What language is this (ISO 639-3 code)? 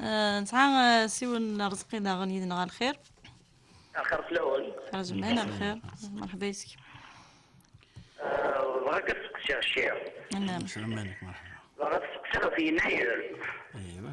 kab